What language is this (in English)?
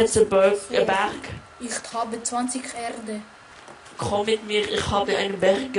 Swiss German